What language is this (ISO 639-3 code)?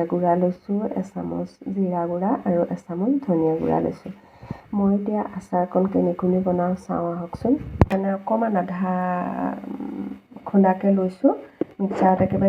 asm